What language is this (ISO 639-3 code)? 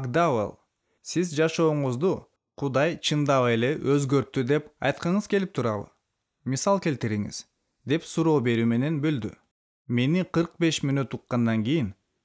kir